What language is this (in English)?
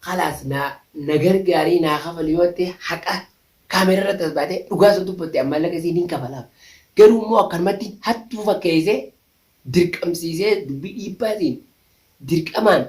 Oromo